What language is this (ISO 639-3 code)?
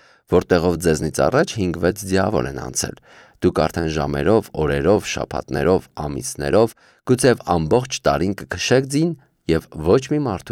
hye